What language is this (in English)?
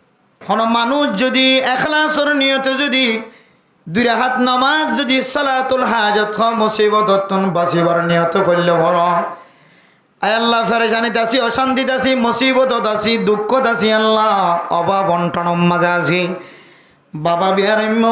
Rohingya